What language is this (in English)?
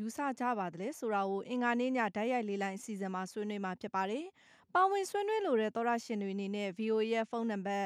Burmese